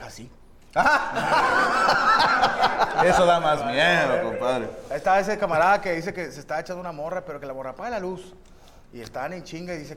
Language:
Spanish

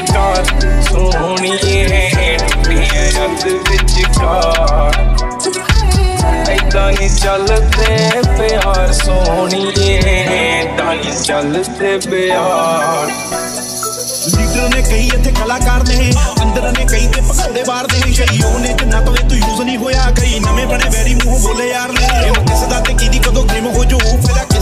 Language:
Punjabi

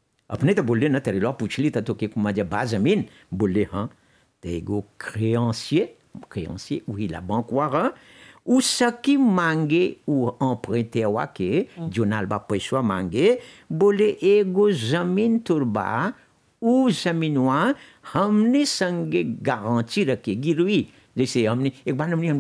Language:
Bhojpuri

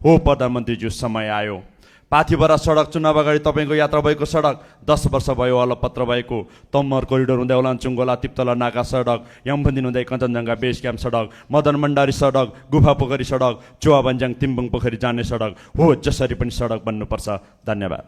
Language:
Nepali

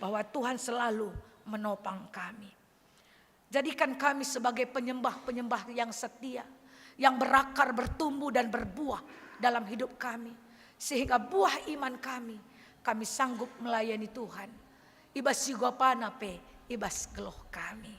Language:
Batak Karo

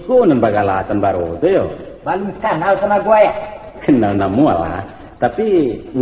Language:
Minangkabau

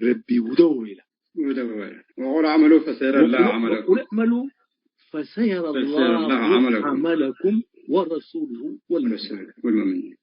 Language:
Tigre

